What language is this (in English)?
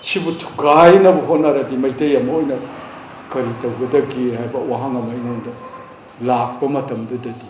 Manipuri